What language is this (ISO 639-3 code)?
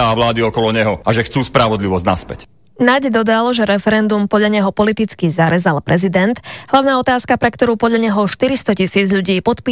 slk